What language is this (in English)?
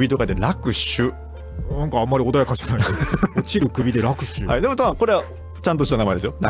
Japanese